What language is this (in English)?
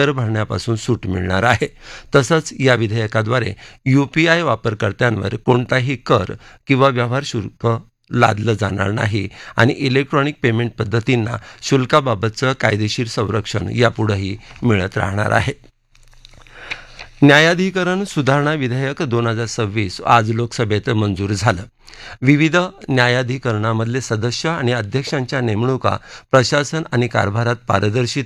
Marathi